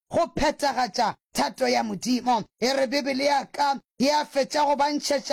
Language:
Northern Sotho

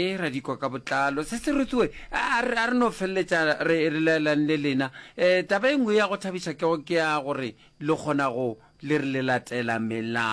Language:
Northern Sotho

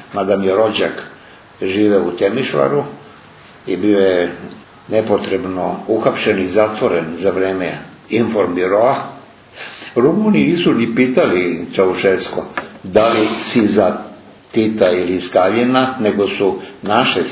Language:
Serbian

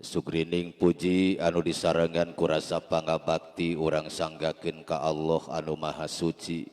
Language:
Sundanese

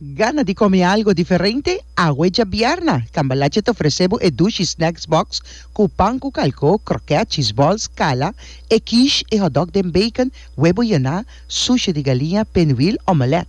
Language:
Papiamento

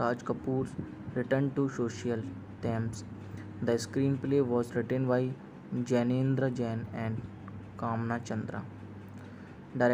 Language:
English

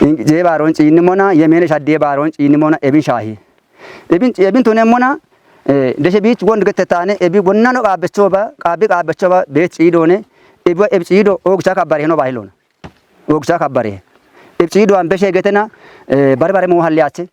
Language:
Kafa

